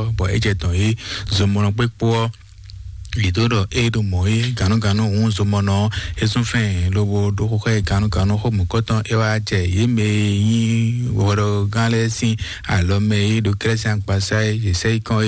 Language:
Fon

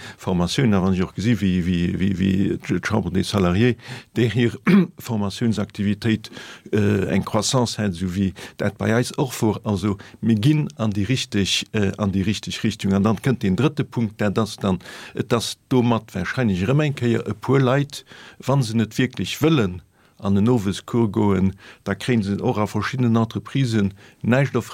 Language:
Luxembourgish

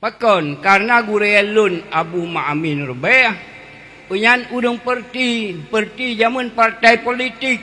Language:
Achinese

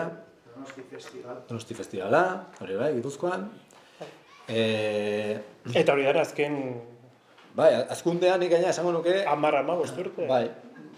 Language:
Basque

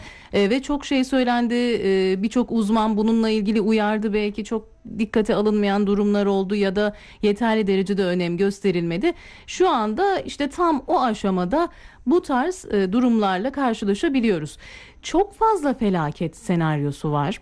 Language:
Turkish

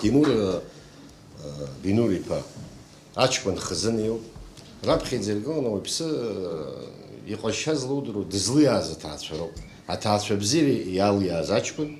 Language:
Abkhazian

